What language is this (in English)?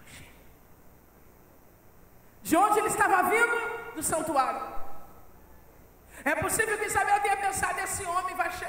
Portuguese